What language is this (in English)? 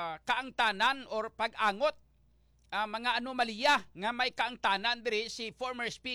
Hiligaynon